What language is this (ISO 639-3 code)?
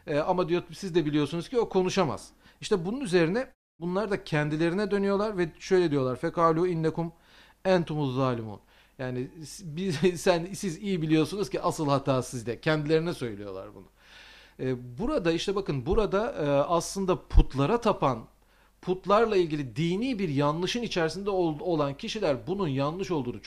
tur